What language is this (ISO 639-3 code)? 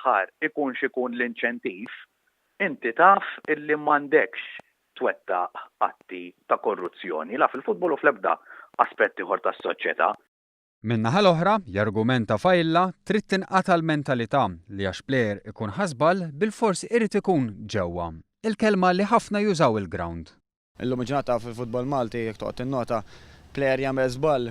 mlt